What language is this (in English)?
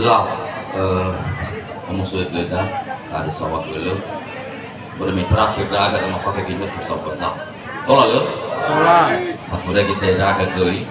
Nias